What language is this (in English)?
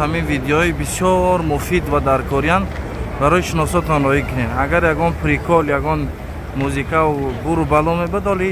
Tajik